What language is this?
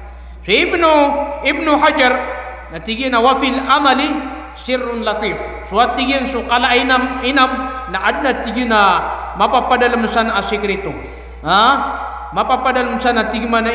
Maranao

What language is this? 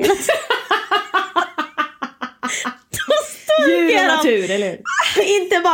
Swedish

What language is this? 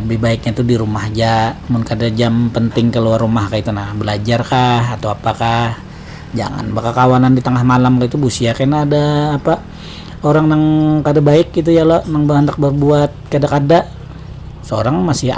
Banjar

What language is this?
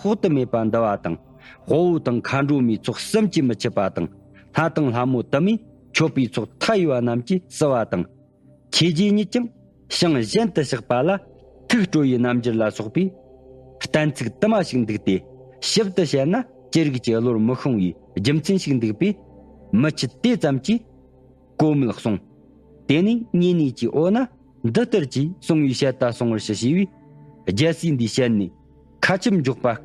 Tibetan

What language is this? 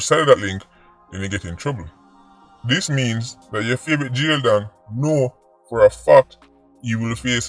Jamaican Creole English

